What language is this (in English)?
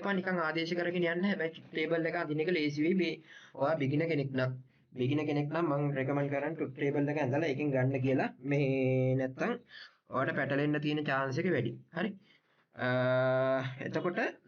Sinhala